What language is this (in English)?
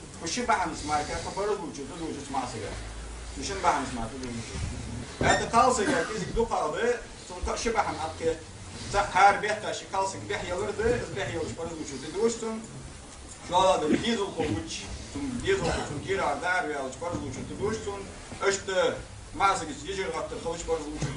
Ingush